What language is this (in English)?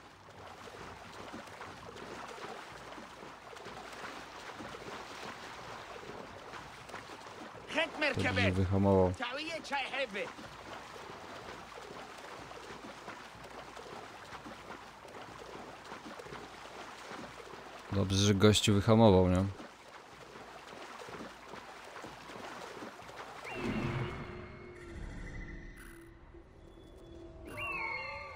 Polish